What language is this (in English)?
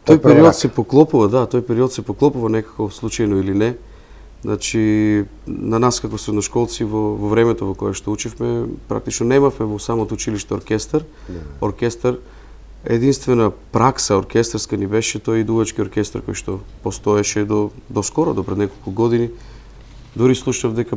Macedonian